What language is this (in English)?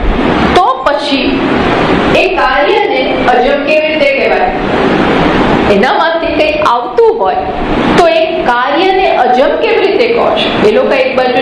Gujarati